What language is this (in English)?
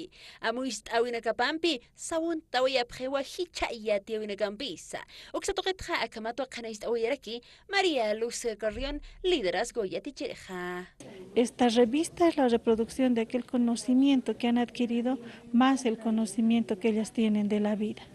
Aymara